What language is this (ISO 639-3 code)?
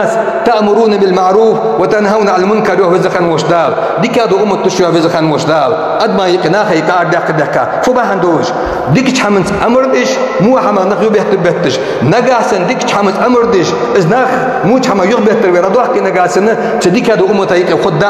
inh